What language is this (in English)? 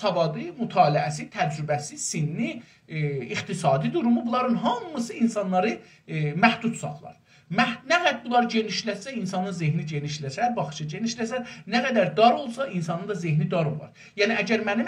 South Azerbaijani